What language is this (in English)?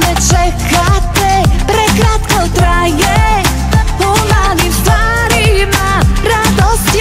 Croatian